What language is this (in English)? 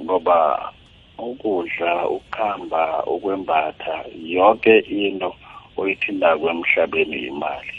South Ndebele